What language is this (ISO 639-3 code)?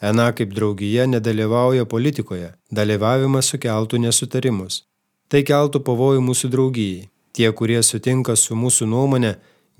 lit